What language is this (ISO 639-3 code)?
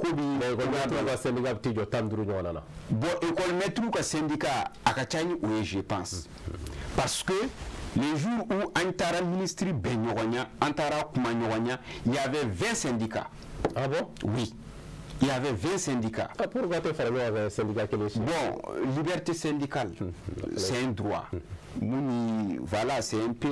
bam